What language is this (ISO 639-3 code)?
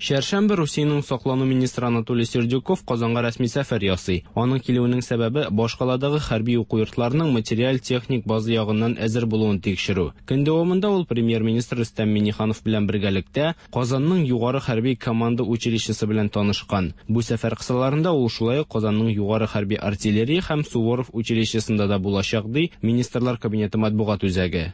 tat